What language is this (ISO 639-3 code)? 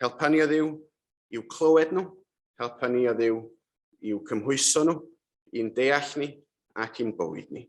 cym